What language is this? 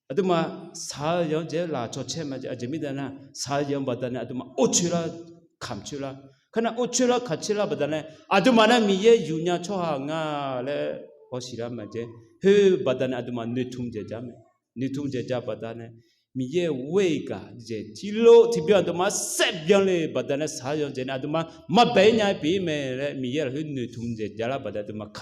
Akha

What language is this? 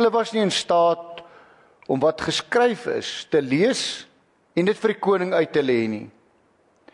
Afrikaans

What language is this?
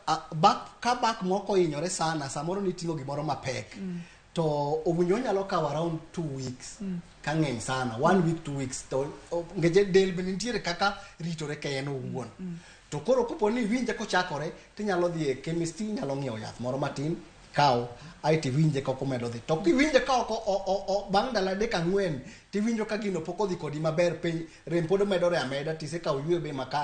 Luo (Kenya and Tanzania)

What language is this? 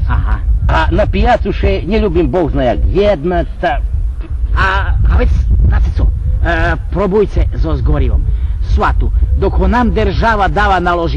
Rusyn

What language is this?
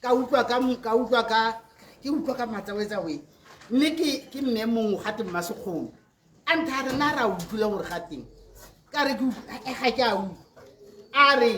Tswana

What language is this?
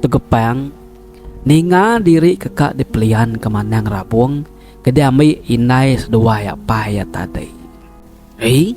Iban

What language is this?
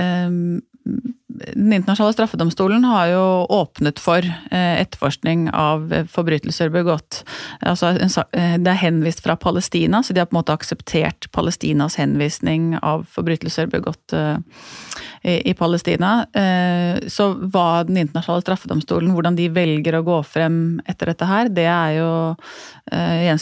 Norwegian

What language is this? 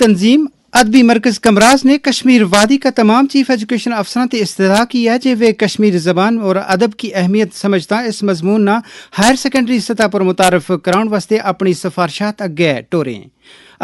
Gujari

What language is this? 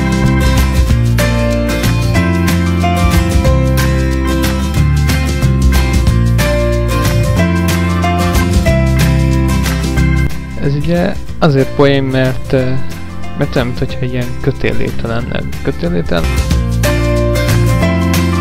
Hungarian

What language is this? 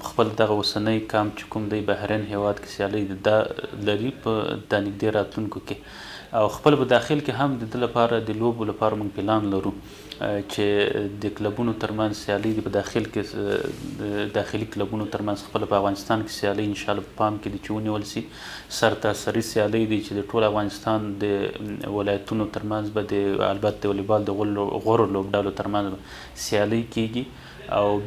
Pashto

